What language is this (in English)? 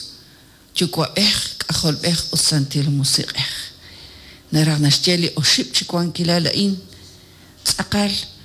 Kekchí